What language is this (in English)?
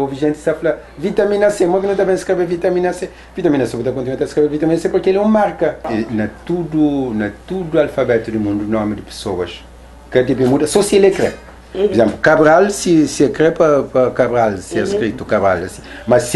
Kabuverdianu